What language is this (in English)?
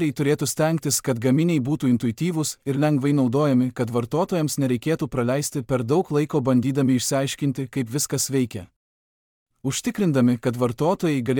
Lithuanian